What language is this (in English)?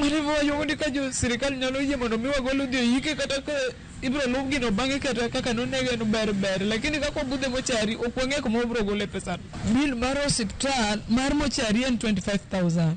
Luo (Kenya and Tanzania)